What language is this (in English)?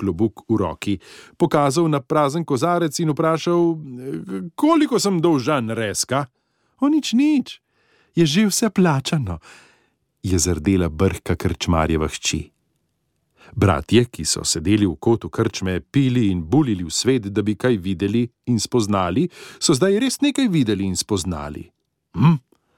Slovenian